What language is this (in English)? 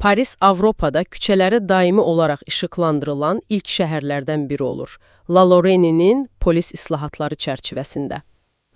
Azerbaijani